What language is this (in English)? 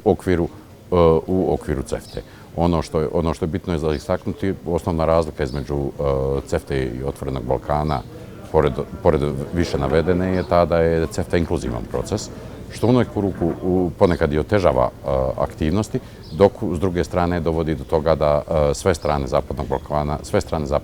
Bosnian